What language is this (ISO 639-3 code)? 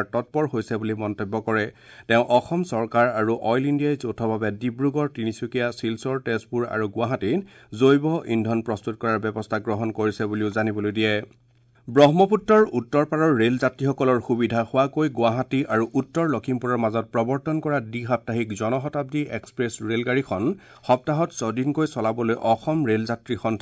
asm